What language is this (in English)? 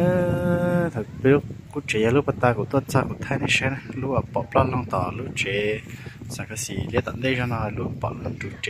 Hmong